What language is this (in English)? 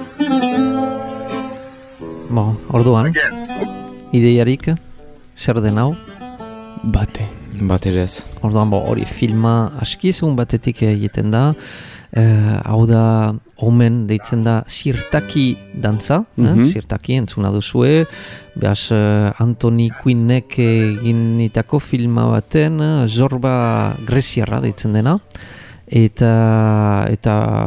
Basque